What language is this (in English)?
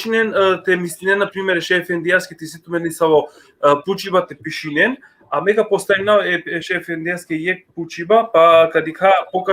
Balkan Romani